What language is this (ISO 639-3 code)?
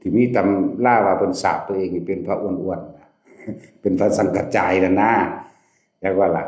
tts